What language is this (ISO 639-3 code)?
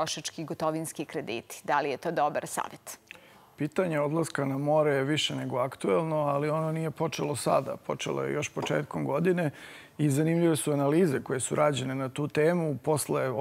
srp